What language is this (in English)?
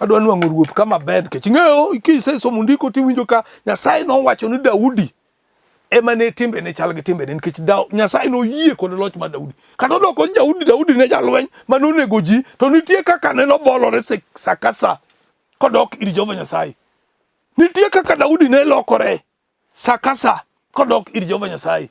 Luo (Kenya and Tanzania)